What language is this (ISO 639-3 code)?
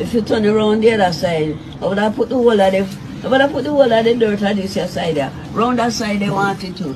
jam